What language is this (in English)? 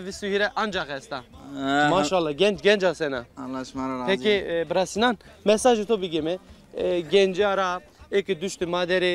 Zaza